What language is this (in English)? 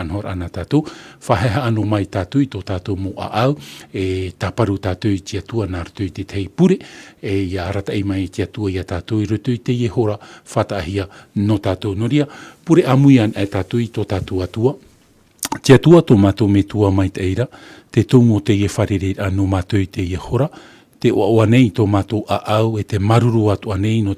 Tahitian